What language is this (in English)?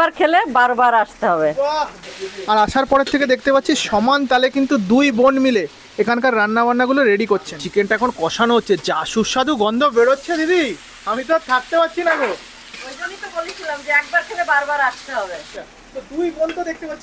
Bangla